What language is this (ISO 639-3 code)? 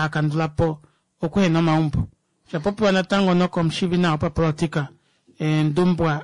kua